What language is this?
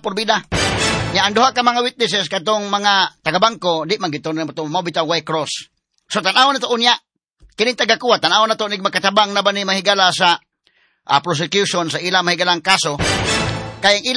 Cebuano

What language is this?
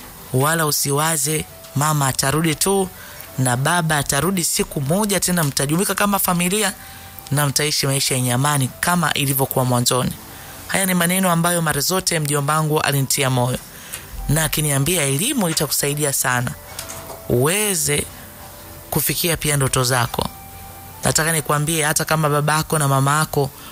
Swahili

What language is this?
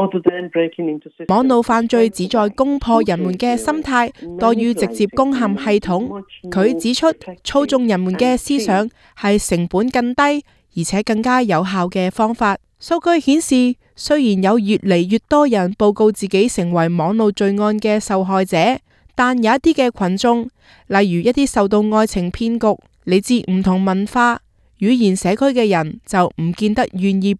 Cantonese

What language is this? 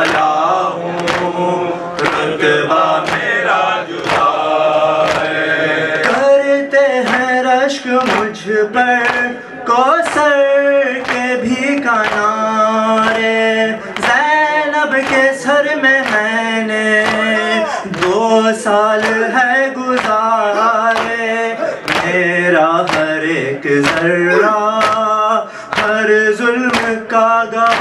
Urdu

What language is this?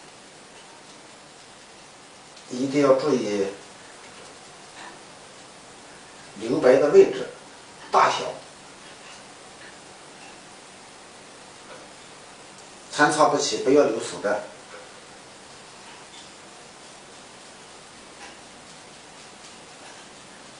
Chinese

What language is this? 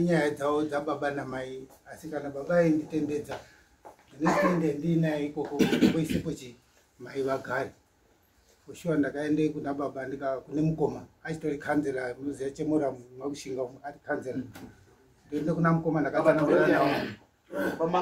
Shona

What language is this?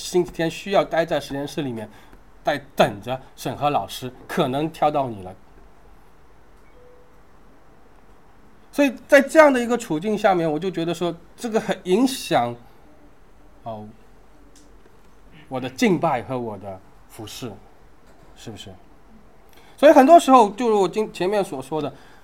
Chinese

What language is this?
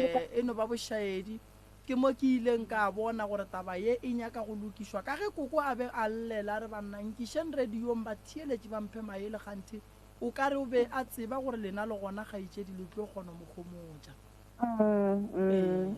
Northern Sotho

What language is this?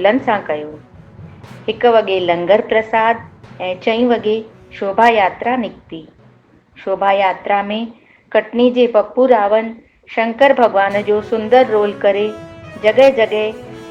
Sindhi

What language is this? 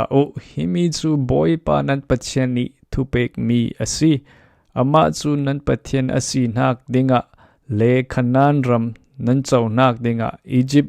Falam Chin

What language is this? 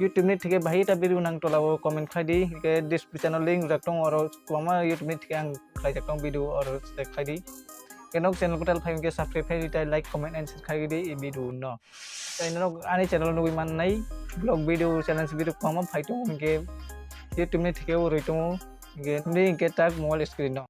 Kok Borok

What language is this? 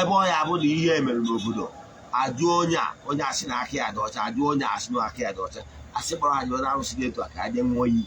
Igbo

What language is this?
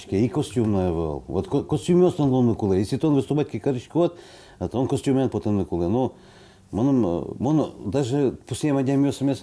Udmurt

